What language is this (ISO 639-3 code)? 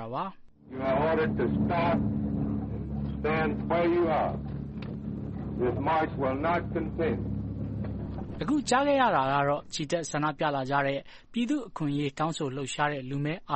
mya